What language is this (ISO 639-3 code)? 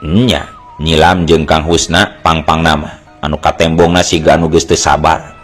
sun